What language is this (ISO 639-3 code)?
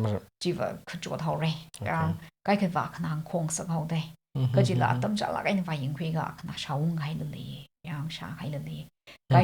nmf